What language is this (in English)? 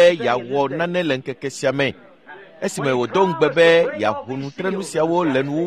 Ewe